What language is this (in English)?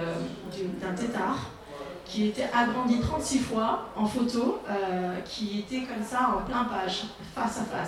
French